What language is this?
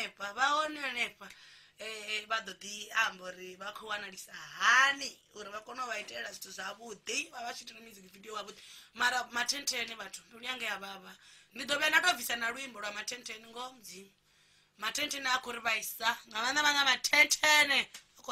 Venda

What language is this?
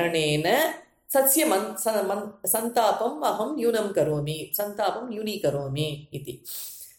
Sanskrit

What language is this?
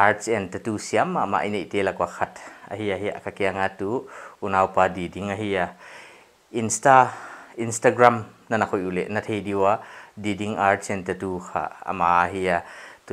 Paite Chin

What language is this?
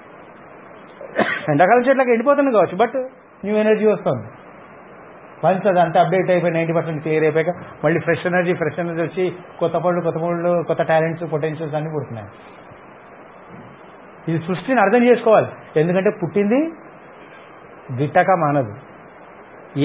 Telugu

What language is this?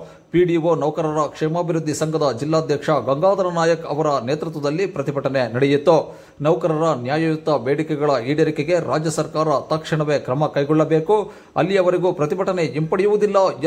Kannada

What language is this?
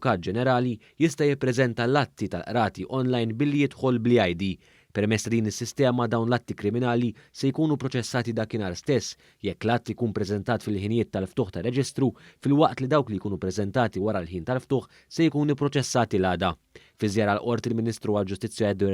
Maltese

